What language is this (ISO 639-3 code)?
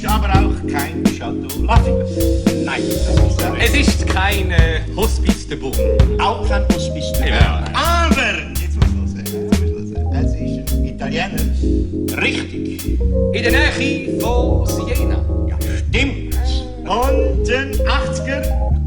gsw